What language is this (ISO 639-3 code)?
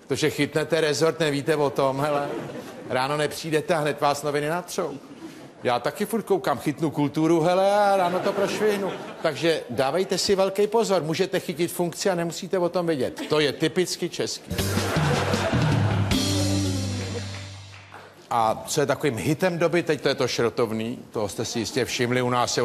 ces